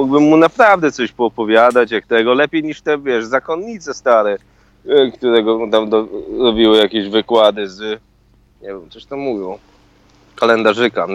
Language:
Polish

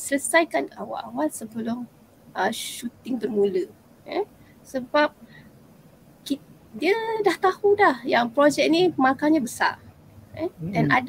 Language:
Malay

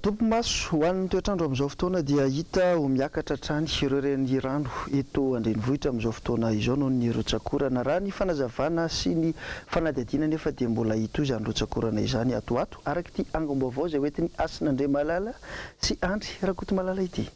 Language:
Malagasy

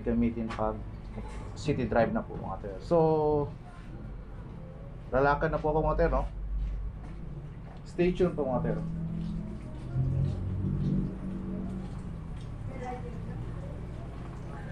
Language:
Filipino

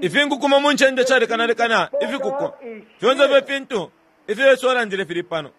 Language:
Bemba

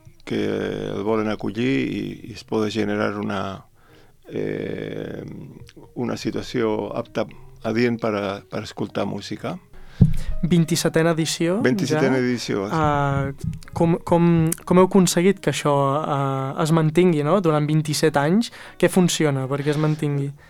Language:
Catalan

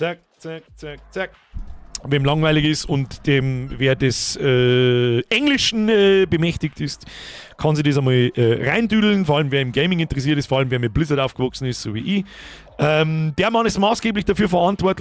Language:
Bavarian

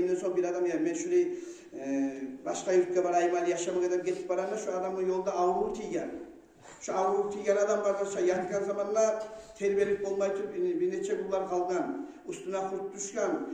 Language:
Kumyk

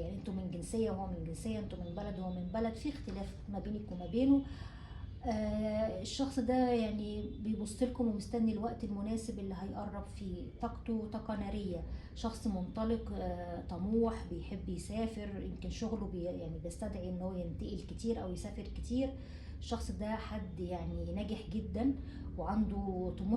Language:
Egyptian Arabic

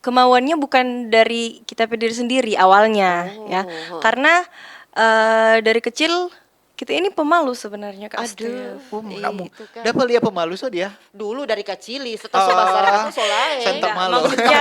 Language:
Manado Malay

